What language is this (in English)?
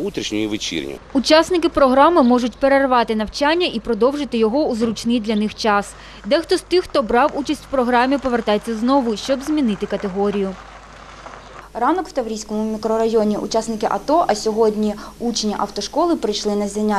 Ukrainian